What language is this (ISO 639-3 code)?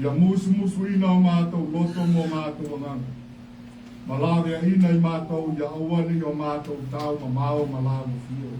smo